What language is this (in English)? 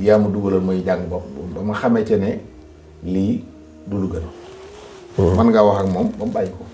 Wolof